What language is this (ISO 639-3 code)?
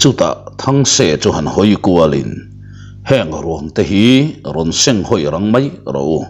lus